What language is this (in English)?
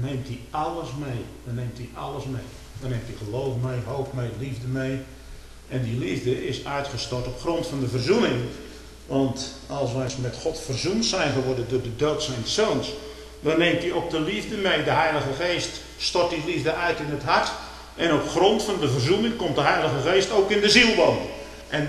Dutch